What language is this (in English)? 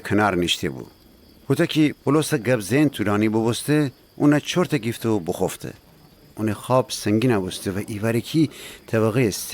Gilaki